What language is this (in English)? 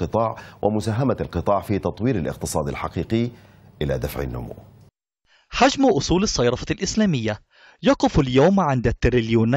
Arabic